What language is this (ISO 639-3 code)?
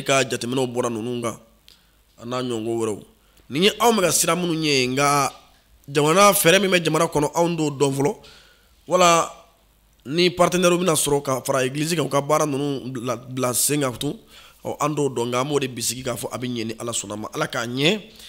bam